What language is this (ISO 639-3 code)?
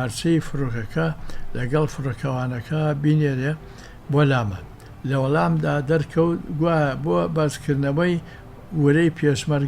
ckb